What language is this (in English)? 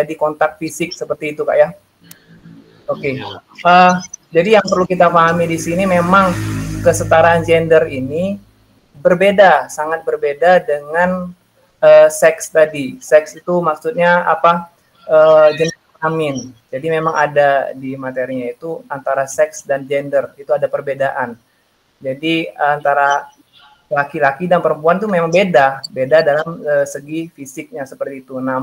Indonesian